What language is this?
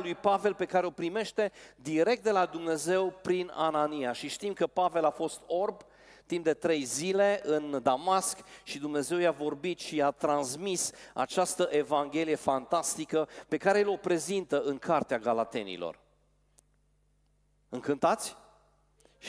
Romanian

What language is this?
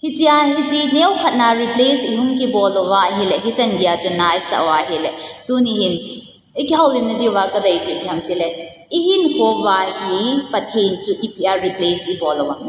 Thado Chin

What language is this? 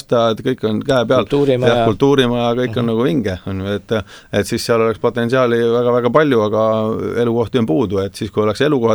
Estonian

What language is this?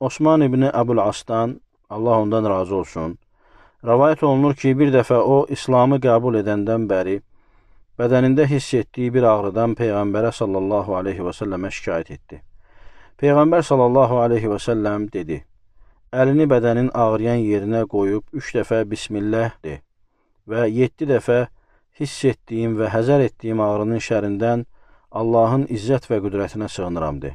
Azerbaijani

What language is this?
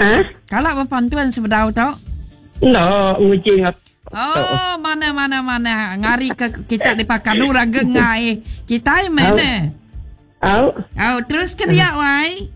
Iban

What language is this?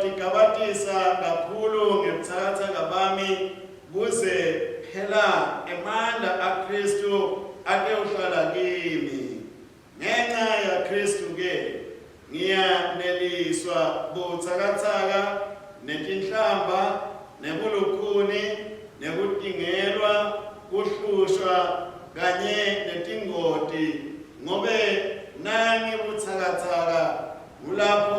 Swati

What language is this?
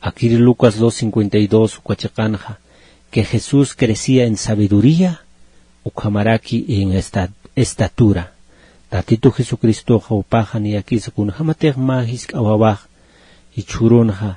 Aymara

